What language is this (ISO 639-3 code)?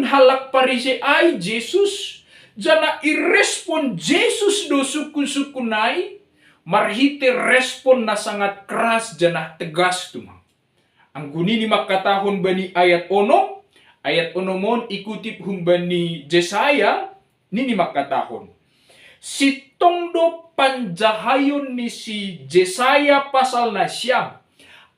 bts